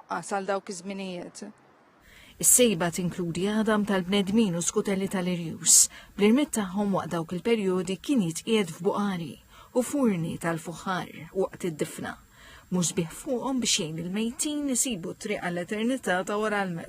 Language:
Maltese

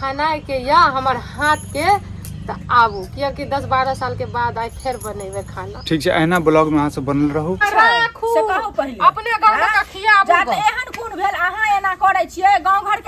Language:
Maithili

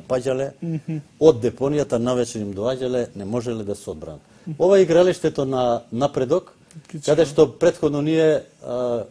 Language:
Macedonian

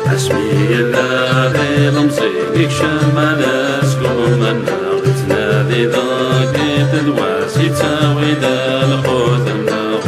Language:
Kabyle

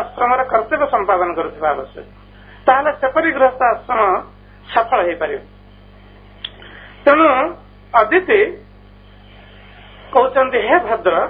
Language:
Odia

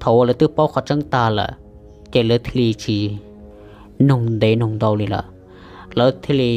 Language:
Hmong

